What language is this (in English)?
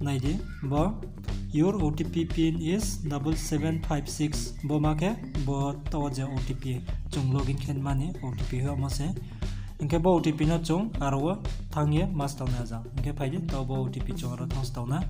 Riang (India)